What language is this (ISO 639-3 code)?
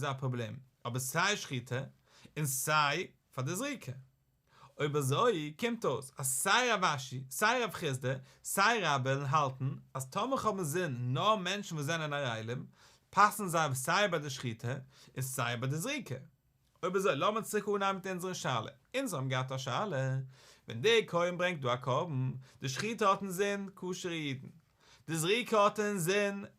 yid